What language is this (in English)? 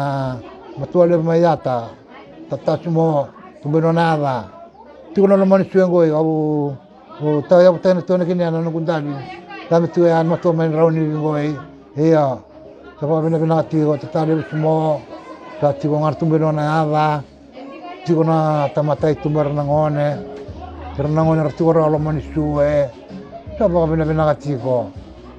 Fijian